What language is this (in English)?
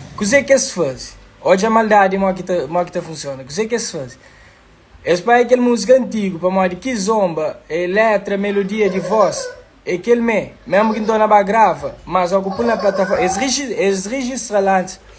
Kabuverdianu